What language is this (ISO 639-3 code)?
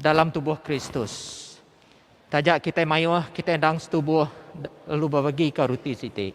iba